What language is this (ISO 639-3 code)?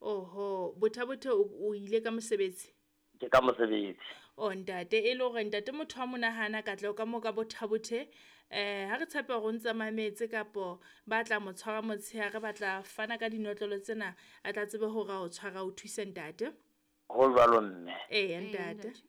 sot